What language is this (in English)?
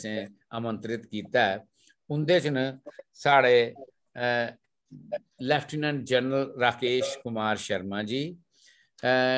Dogri